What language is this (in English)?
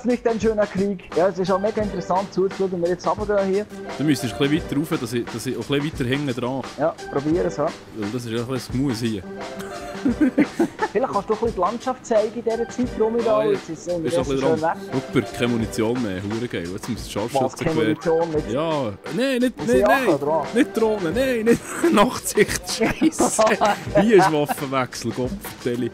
Swiss German